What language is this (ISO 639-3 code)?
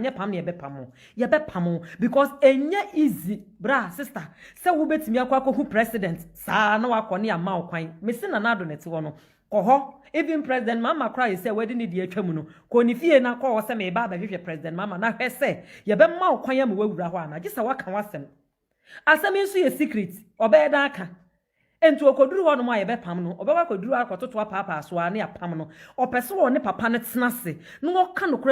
aka